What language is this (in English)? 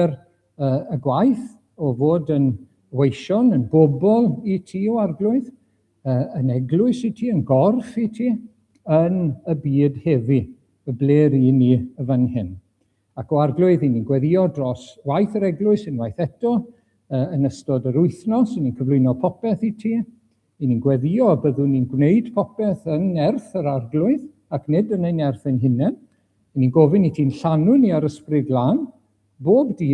Welsh